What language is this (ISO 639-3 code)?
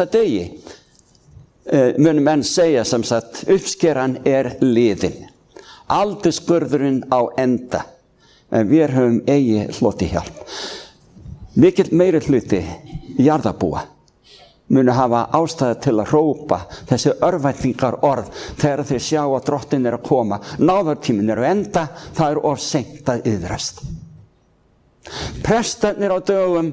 isl